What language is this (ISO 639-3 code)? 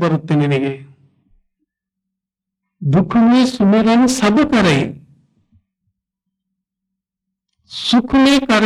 kan